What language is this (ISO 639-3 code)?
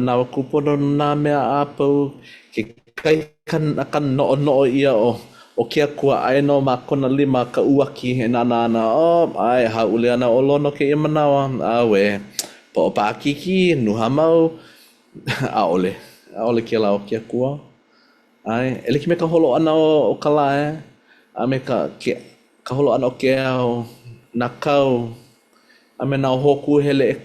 haw